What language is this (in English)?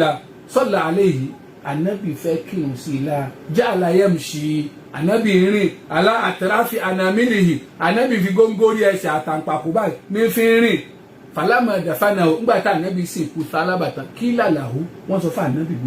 Yoruba